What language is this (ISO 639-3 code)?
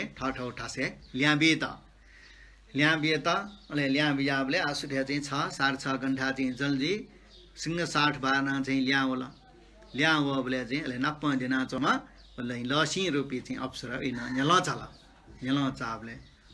new